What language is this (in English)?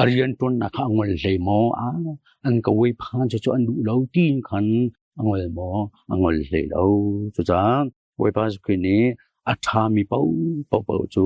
Hakha Chin